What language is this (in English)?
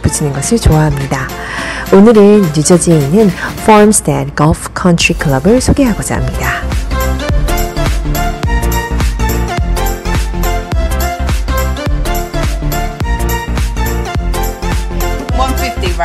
Korean